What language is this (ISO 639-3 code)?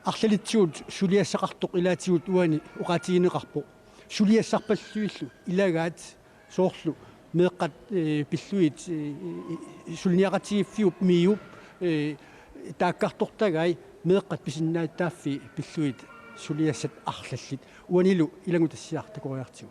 kal